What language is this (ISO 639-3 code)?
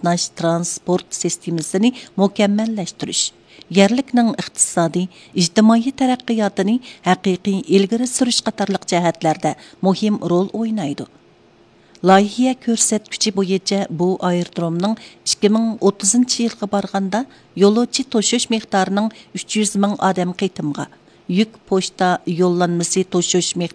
uig